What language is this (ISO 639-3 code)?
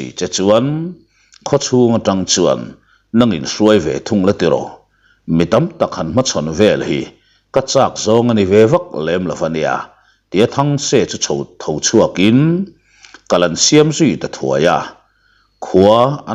lus